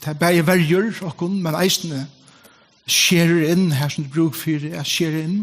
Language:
Faroese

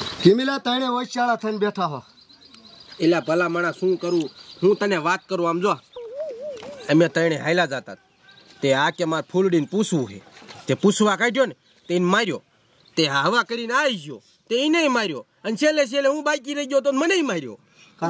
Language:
Gujarati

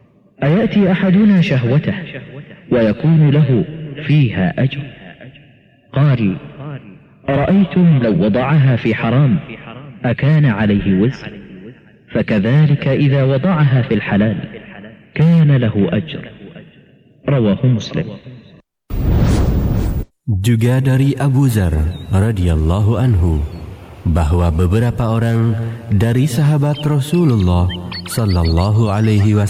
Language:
Indonesian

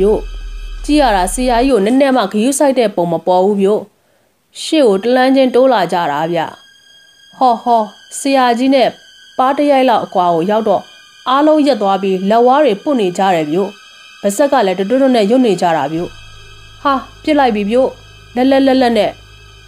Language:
Burmese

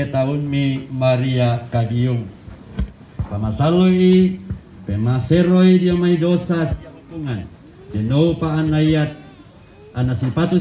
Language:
Toraja-Sa'dan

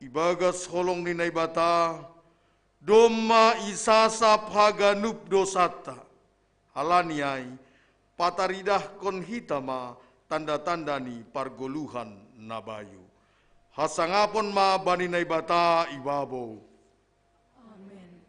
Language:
Batak Simalungun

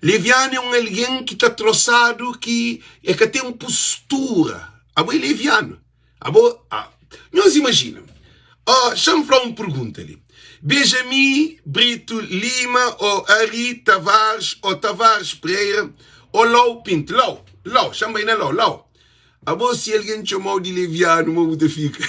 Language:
Kabuverdianu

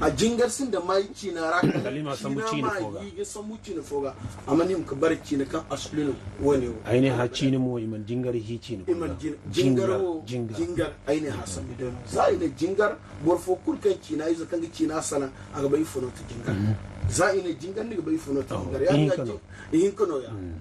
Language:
Zarma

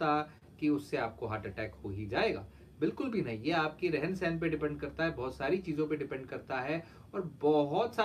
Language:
Hindi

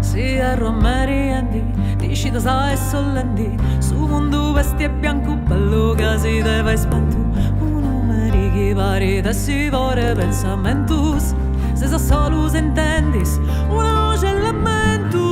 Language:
Sardinian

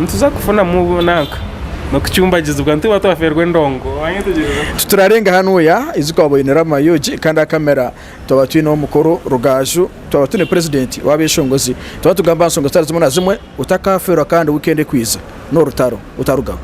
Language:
Nyankole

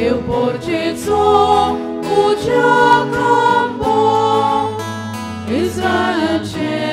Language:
Konkani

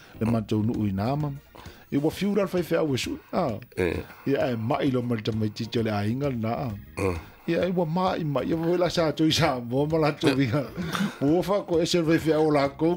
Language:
Samoan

